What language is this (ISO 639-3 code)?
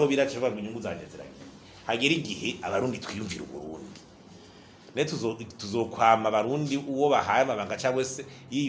run